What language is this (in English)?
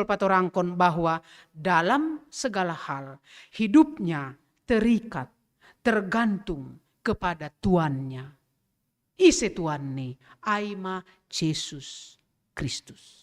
Batak Simalungun